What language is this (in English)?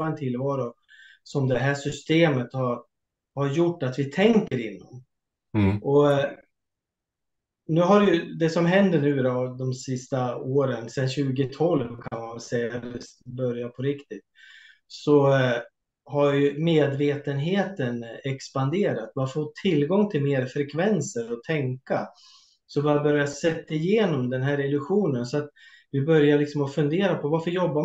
Swedish